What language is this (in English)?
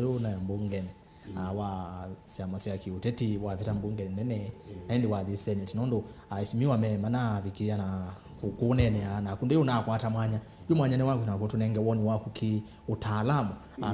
Kamba